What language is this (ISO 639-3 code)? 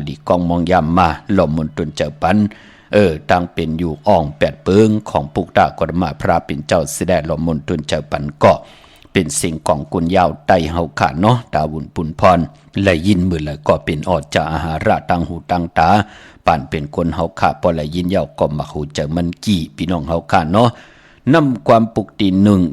shn